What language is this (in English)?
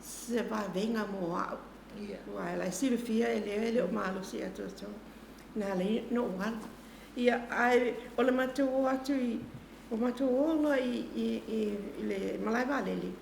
Samoan